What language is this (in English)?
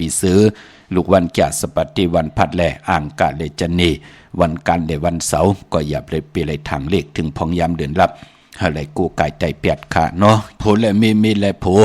Shan